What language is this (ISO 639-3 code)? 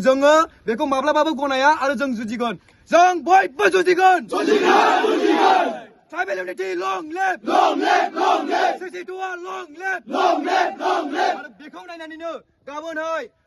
brx